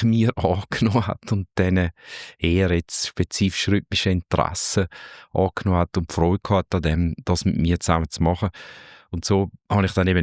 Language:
Swiss German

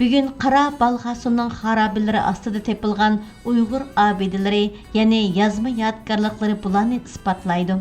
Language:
Uyghur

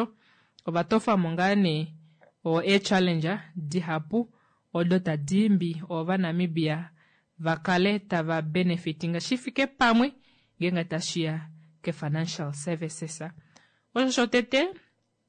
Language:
Kuanyama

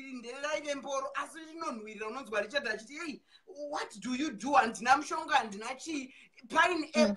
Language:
Shona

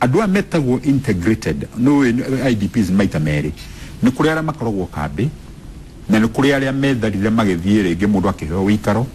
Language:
Kikuyu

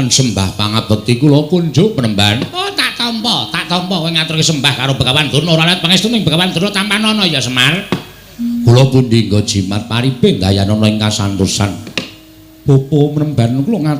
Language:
Javanese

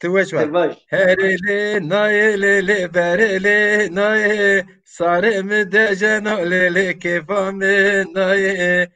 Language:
Zaza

